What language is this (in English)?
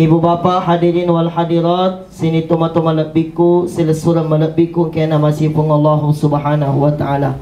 Buginese